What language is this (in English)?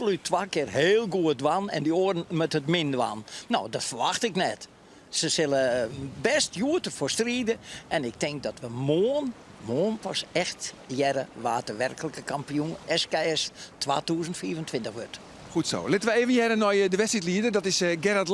Western Frisian